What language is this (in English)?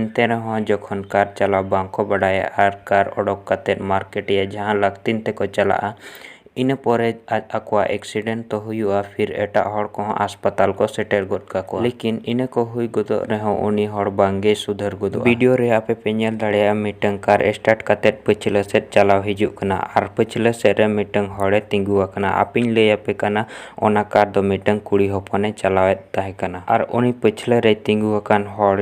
Santali